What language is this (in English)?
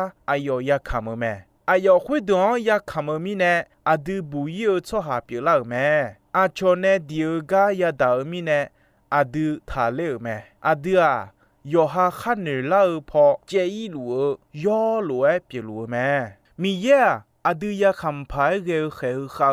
Akha